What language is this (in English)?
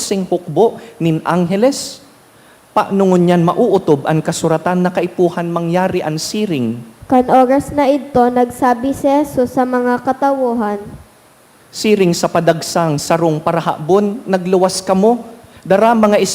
Bikol